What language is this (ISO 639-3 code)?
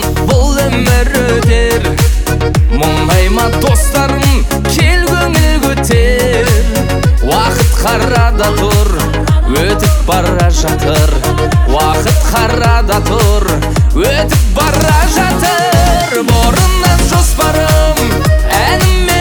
kaz